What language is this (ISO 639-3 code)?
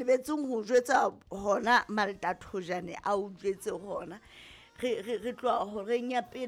sot